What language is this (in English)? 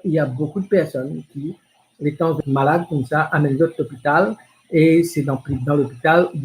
Morisyen